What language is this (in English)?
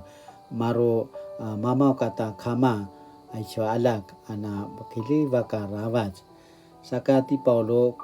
Paiwan